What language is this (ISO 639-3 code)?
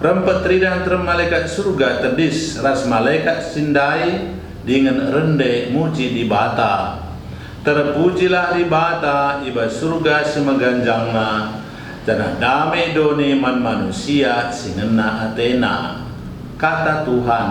btx